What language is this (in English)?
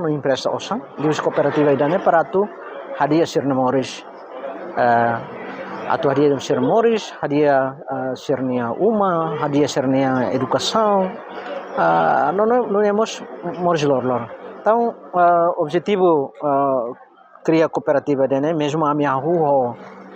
Tetum